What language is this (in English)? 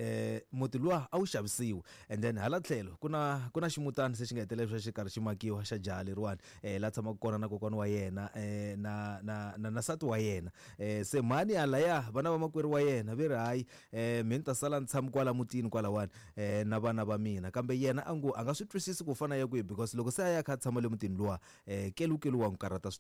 Tsonga